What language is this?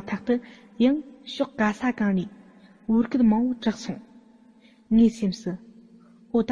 Tibetan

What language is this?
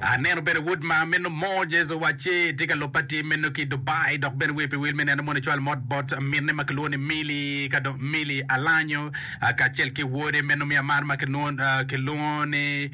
Acoli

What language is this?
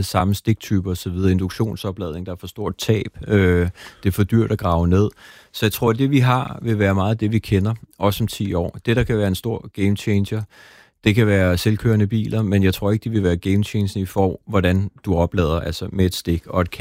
Danish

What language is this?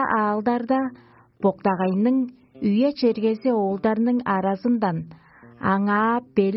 Tuvinian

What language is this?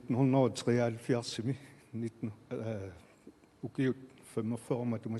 Kalaallisut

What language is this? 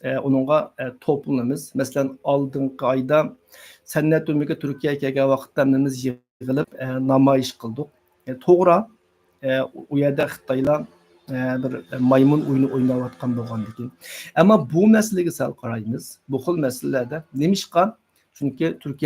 Uyghur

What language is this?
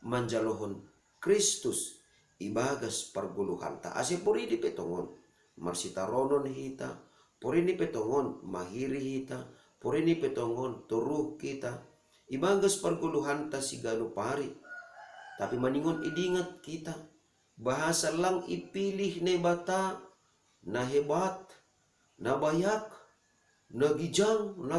Batak Simalungun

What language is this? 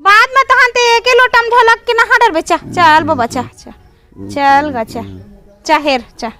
Chhattisgarhi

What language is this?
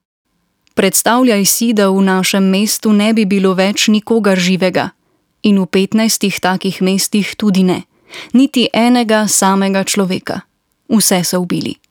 Slovenian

